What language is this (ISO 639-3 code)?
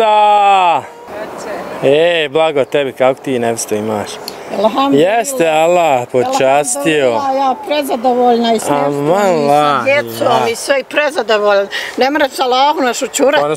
bos